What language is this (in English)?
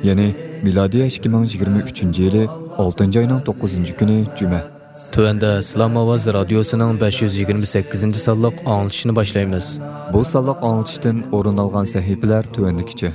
Uyghur